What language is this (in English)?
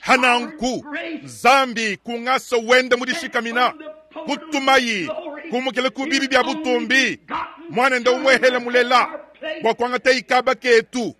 Luba-Lulua